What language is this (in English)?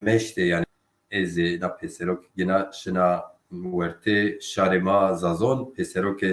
Zaza